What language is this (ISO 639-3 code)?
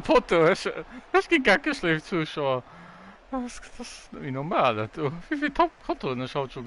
ltz